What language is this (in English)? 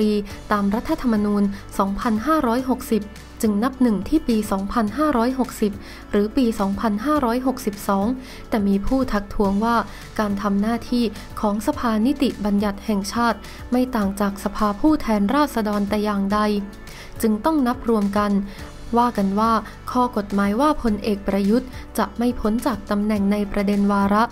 Thai